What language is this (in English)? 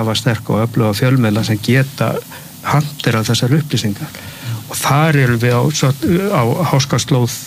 Icelandic